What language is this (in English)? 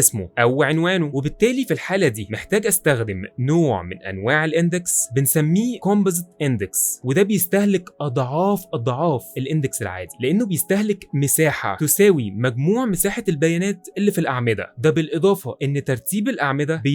Egyptian Arabic